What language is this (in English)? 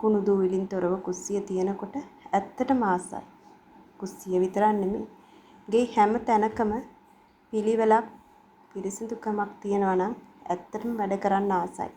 Sinhala